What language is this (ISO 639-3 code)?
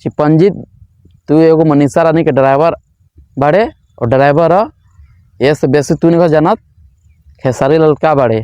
bho